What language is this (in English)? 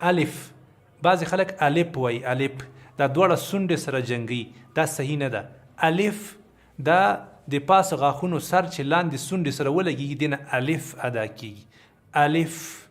Pashto